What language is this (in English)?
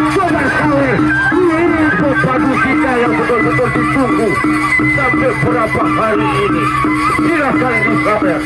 Sasak